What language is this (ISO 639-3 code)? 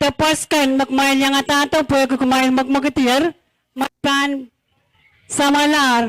pon